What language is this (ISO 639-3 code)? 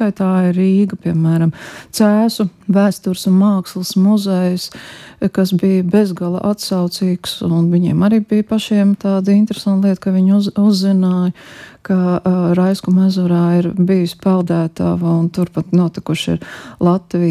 lav